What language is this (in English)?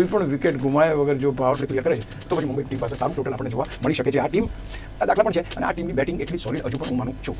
Gujarati